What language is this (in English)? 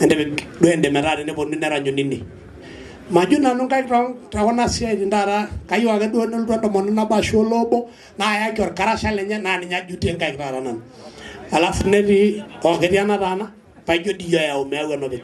Masai